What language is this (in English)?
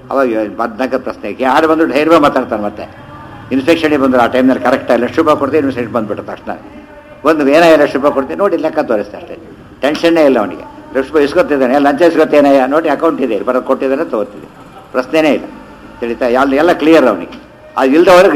Kannada